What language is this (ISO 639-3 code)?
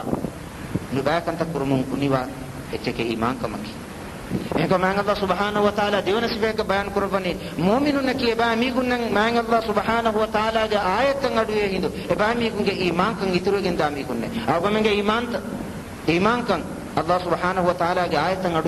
div